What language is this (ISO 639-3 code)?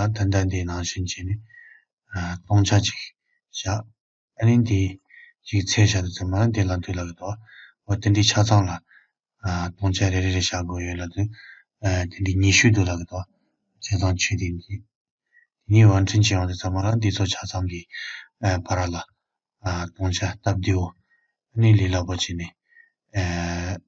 bod